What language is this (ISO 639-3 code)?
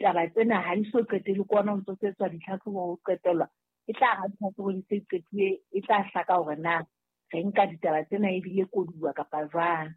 sot